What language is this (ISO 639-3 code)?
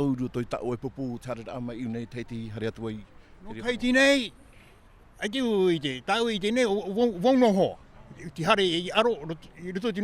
tah